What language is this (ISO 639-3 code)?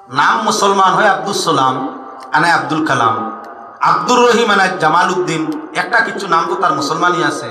syl